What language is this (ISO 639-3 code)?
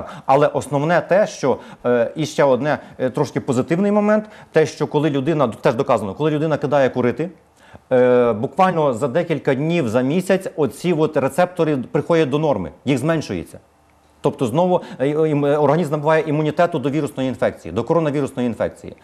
ukr